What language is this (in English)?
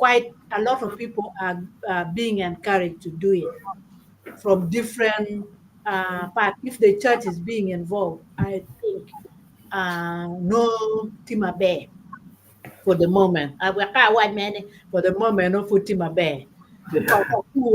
Acoli